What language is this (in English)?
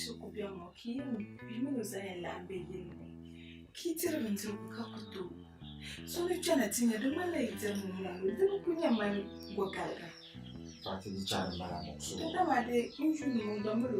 Dagbani